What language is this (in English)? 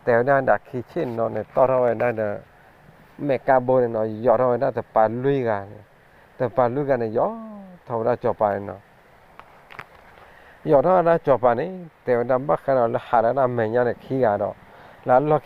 S'gaw Karen